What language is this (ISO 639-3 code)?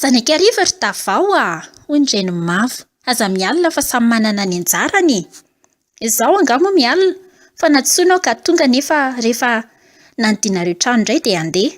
mlg